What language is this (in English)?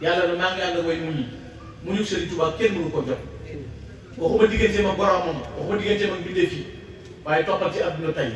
Wolof